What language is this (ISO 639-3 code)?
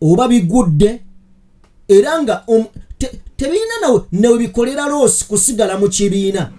lug